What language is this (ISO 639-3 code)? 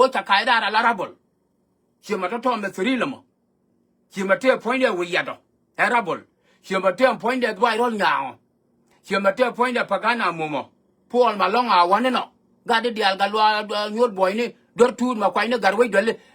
nus